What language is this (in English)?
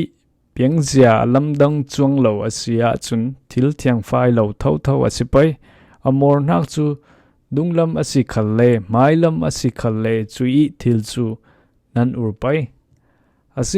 Falam Chin